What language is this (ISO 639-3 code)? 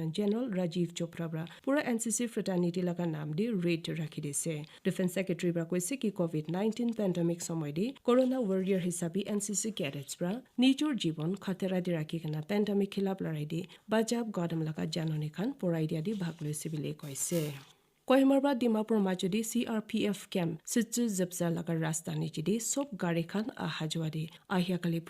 nag